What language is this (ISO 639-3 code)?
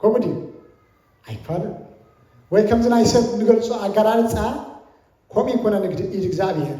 tir